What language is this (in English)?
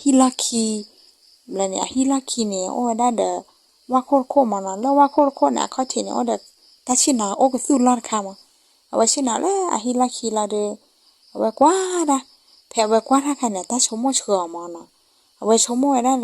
S'gaw Karen